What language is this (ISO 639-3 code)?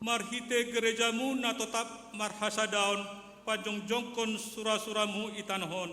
bts